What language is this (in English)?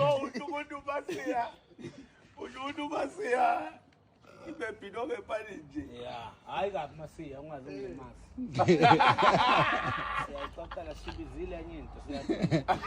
Zulu